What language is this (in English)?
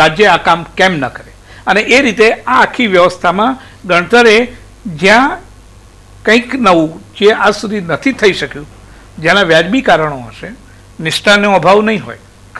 Gujarati